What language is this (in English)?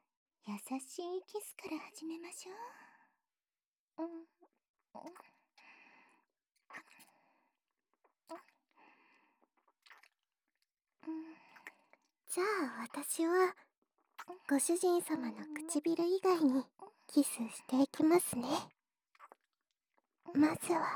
Japanese